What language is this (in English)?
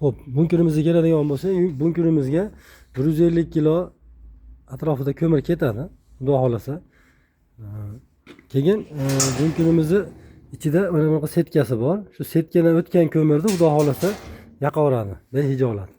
Uzbek